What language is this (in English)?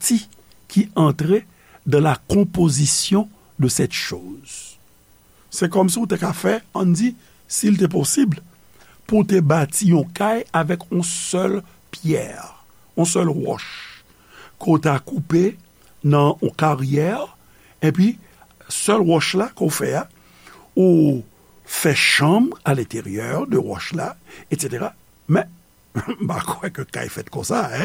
Haitian Creole